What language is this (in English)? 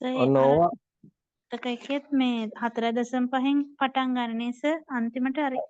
Sinhala